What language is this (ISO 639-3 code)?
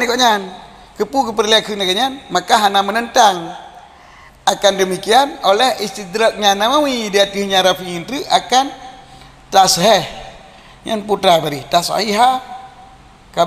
ace